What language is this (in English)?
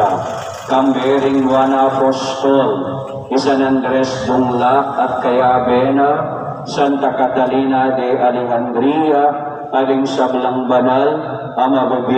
Pampanga